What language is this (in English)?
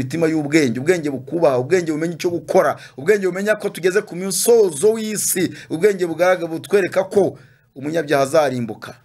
Kinyarwanda